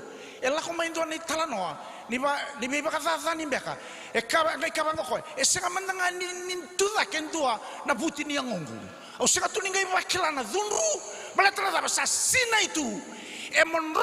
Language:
Fijian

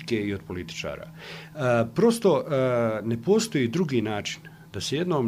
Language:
Bosnian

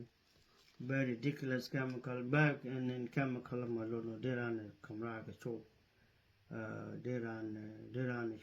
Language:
Nuer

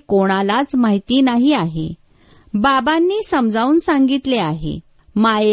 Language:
Marathi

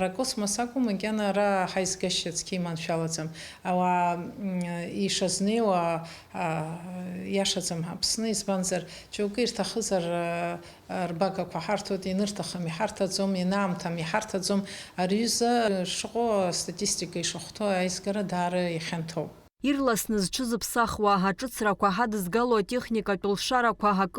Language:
Abkhazian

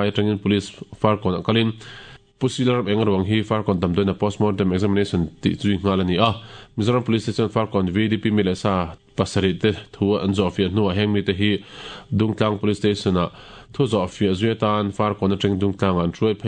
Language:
Mizo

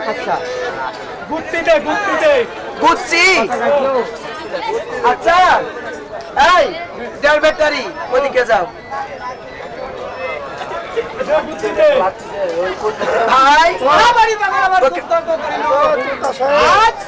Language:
Bangla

